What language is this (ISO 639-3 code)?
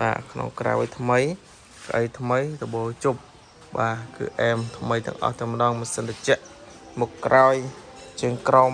khm